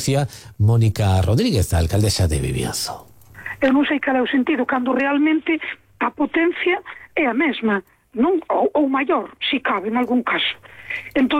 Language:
Galician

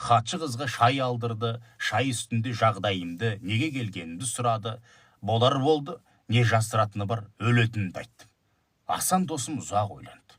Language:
Kazakh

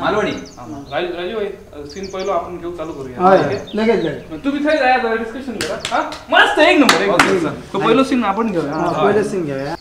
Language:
Konkani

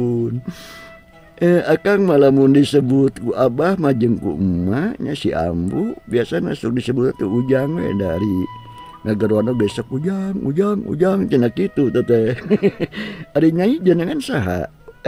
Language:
Sundanese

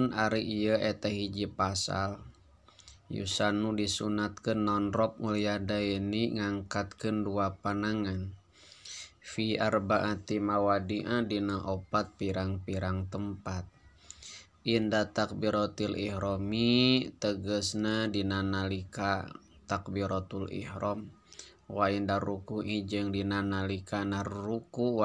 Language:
Sundanese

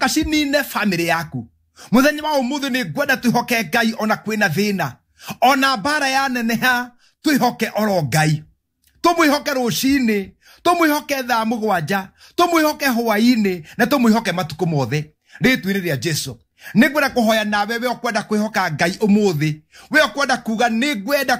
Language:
Kikuyu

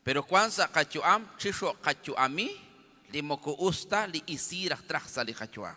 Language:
Kekchí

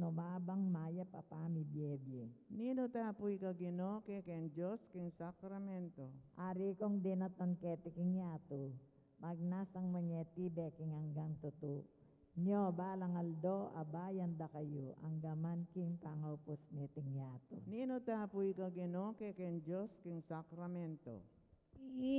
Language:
Pampanga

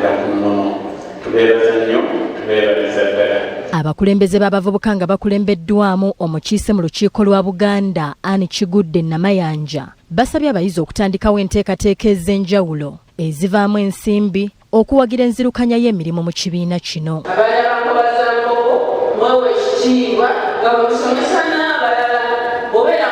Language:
Ganda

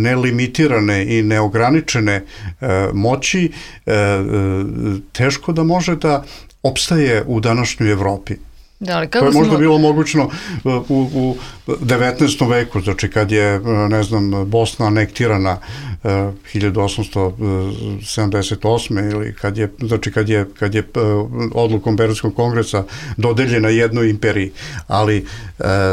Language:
Bosnian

